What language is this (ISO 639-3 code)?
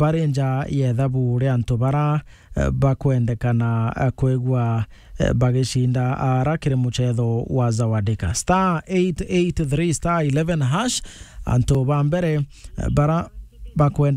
mer